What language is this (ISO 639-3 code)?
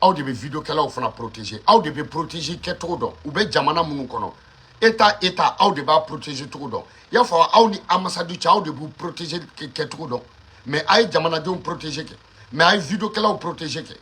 bam